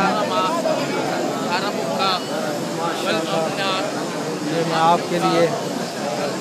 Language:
Hindi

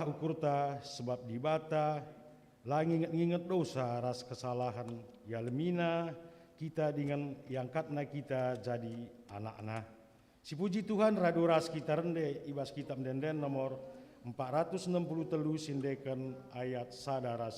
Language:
Batak Karo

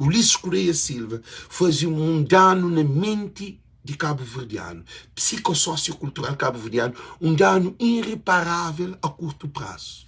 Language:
Kabuverdianu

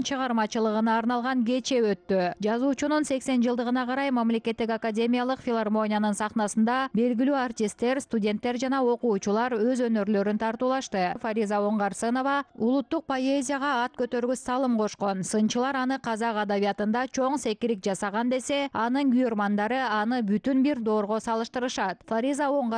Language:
Kyrgyz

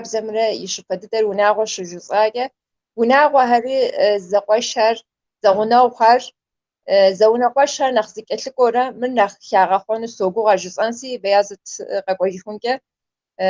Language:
Kabardian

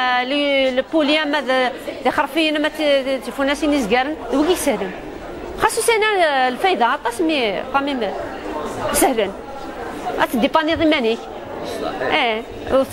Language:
Kabyle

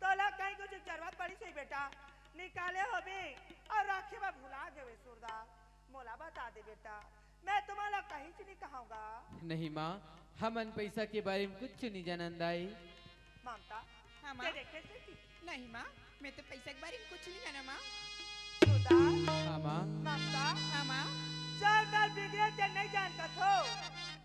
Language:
Chhattisgarhi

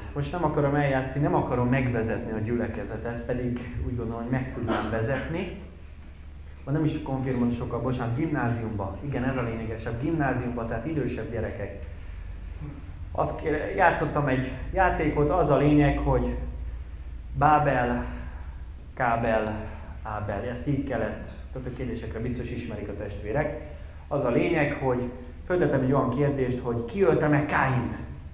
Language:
Hungarian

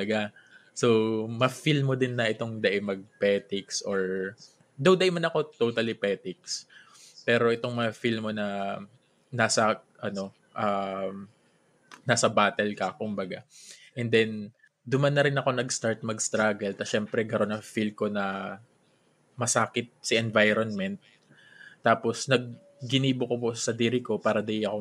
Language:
Bikol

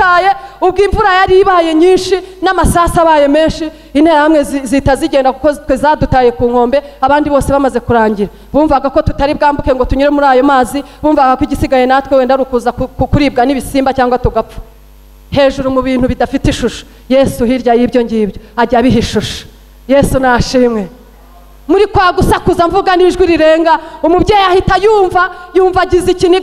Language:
Kinyarwanda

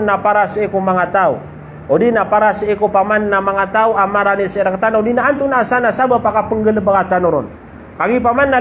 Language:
Maranao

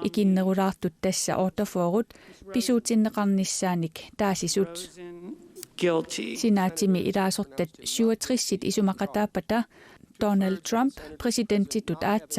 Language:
Kalaallisut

